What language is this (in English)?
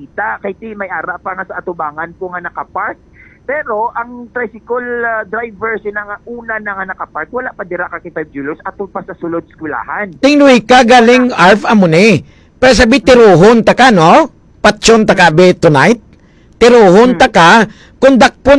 Hiligaynon